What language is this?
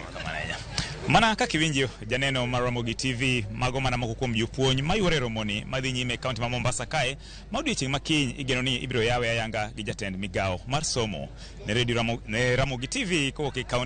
Luo (Kenya and Tanzania)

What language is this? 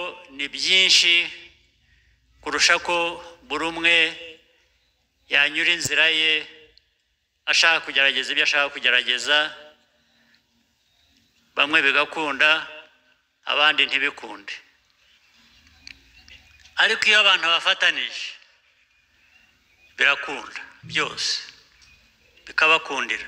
Kinyarwanda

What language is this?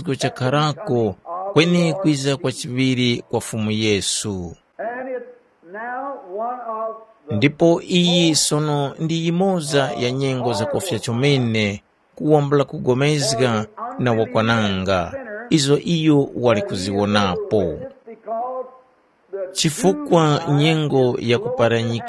Tumbuka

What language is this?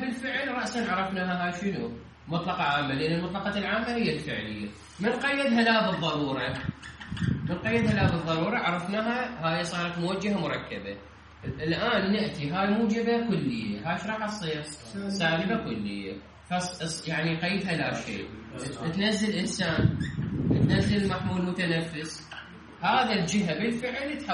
Mesopotamian Arabic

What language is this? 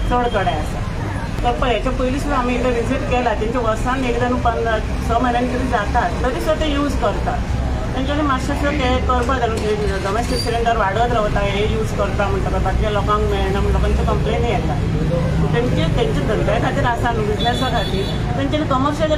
Konkani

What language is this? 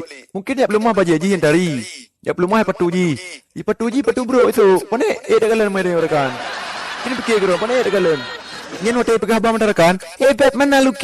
Achinese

